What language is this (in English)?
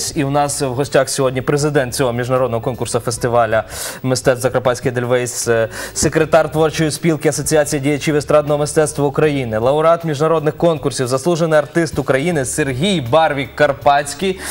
Ukrainian